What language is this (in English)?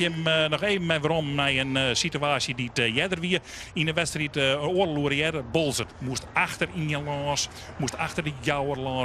Western Frisian